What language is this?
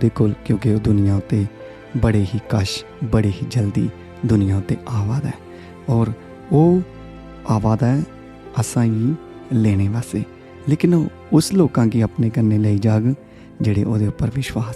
Dogri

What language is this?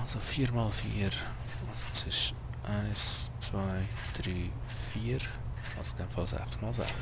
Swiss German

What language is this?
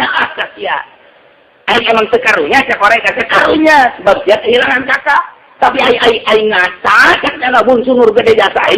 Sundanese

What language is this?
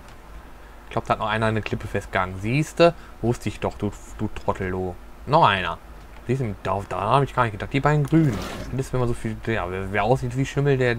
German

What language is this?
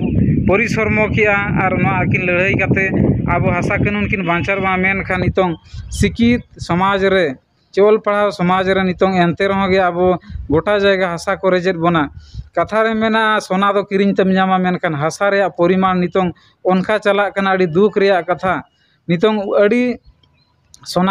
Santali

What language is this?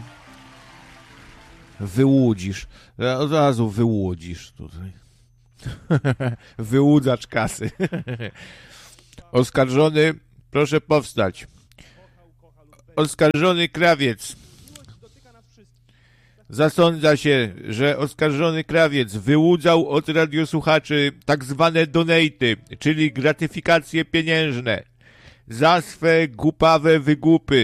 Polish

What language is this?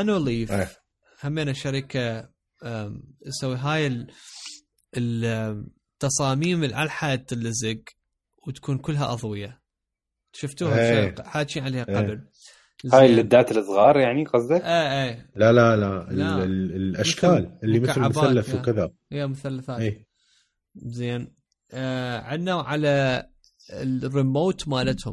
Mesopotamian Arabic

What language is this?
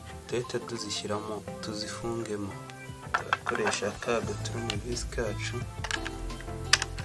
Kinyarwanda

